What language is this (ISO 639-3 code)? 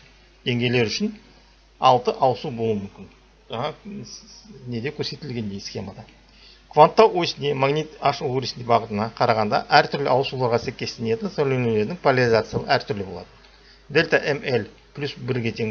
kaz